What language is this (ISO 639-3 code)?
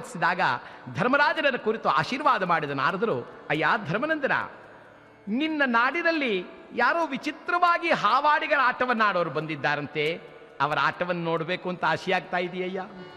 kan